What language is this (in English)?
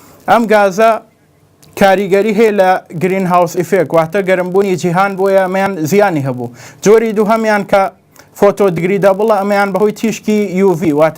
Central Kurdish